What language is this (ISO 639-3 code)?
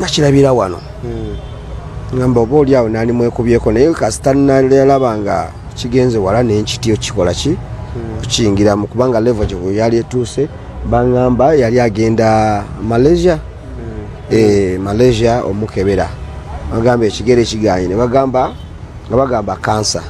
lug